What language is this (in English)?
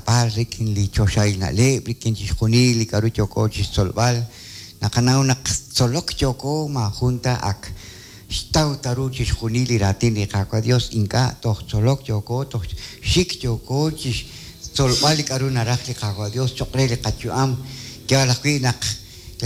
Kekchí